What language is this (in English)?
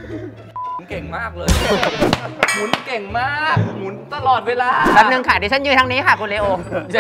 Thai